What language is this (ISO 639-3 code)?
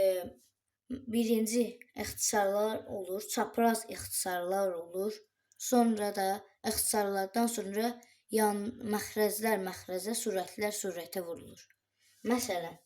aze